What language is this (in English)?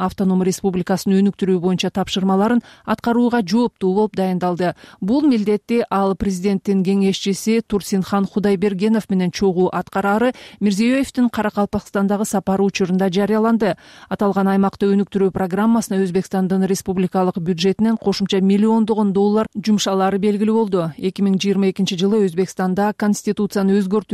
Kyrgyz